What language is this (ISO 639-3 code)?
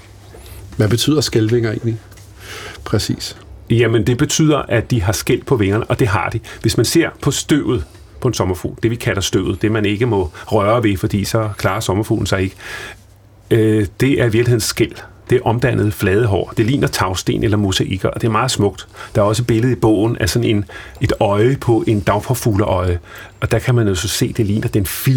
dan